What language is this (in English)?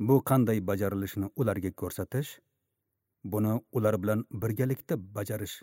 Uzbek